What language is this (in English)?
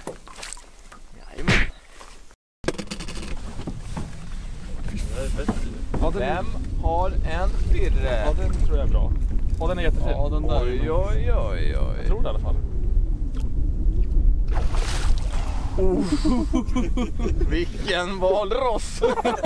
Swedish